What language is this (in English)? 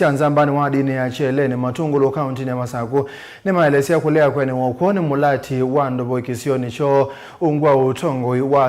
Kamba